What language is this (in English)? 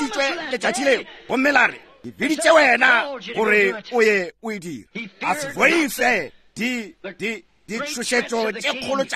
Northern Sotho